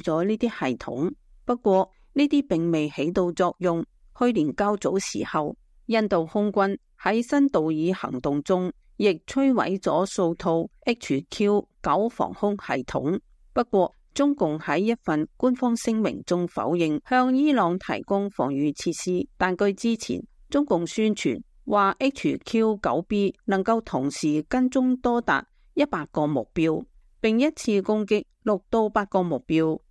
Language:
Cantonese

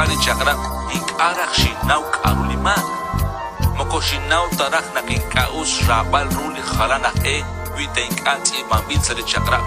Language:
Kekchí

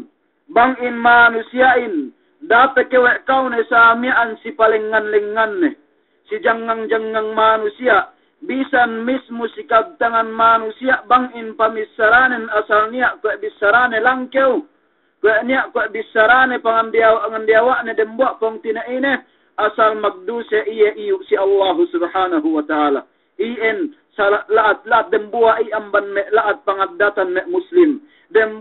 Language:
Yakan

